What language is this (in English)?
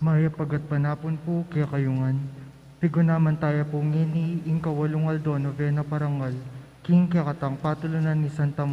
Pampanga